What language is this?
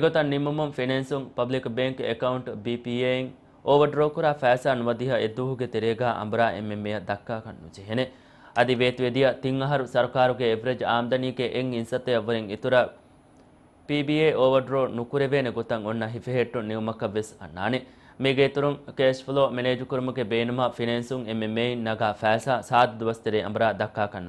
Divehi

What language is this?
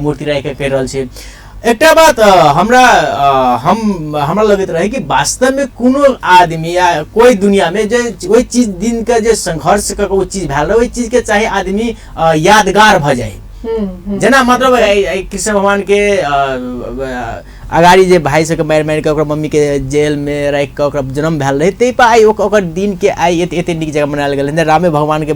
Maithili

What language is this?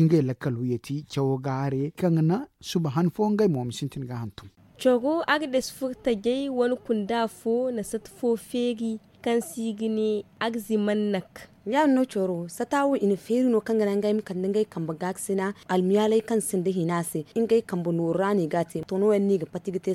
Zarma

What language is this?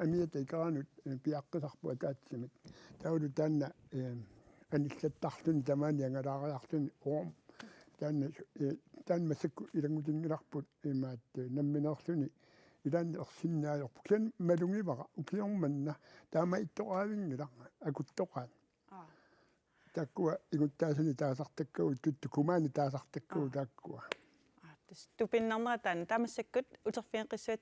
Kalaallisut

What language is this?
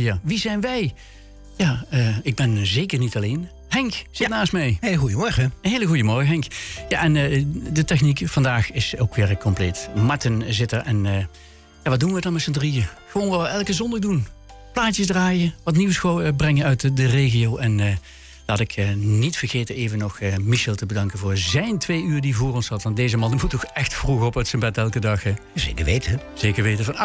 Dutch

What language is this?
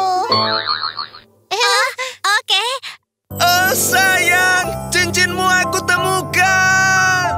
Indonesian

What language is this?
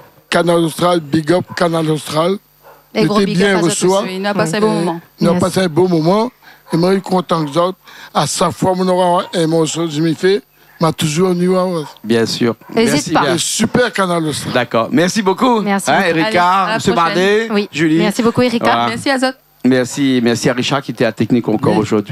Réunion Creole French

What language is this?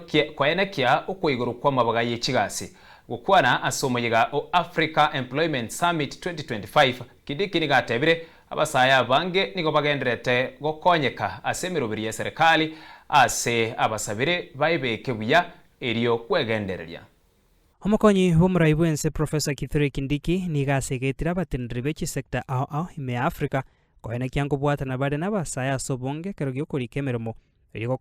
Gusii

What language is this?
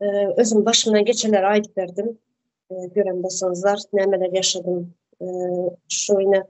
Turkmen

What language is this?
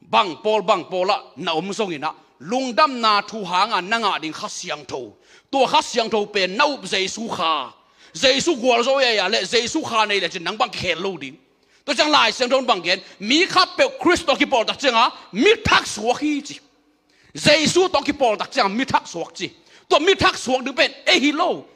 Tedim Chin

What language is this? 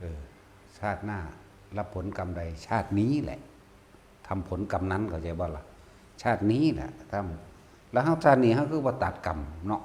Northeastern Thai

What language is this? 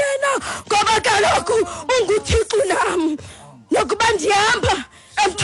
Xhosa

